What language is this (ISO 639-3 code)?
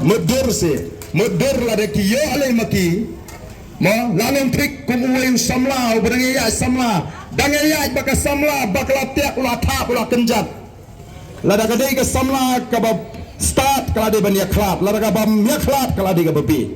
kha